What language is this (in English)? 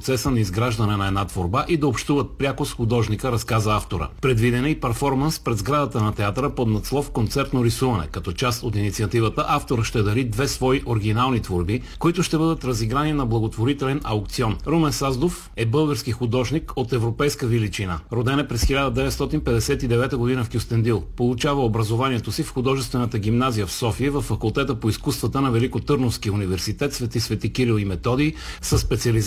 Bulgarian